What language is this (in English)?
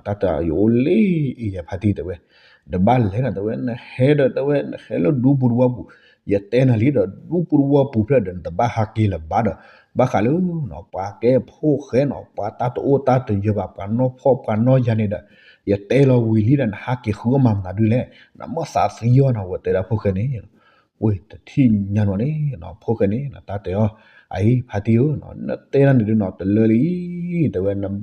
S'gaw Karen